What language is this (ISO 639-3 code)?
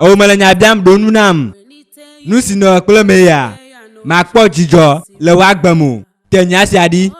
ewe